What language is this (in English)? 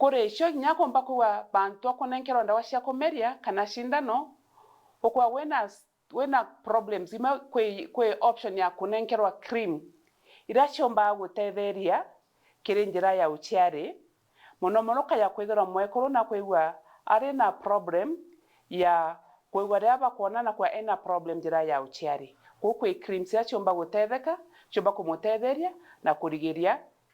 Meru